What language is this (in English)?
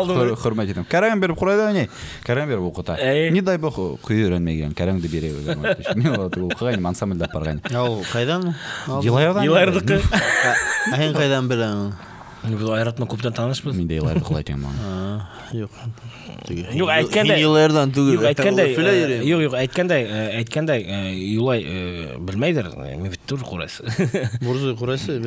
Bashkir